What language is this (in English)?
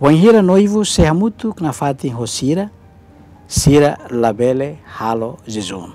Tetum